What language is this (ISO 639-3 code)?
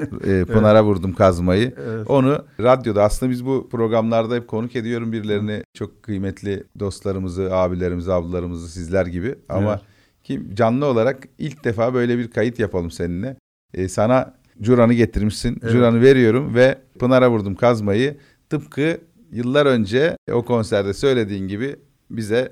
tur